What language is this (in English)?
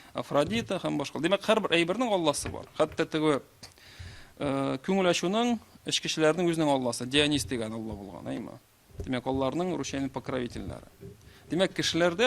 Tatar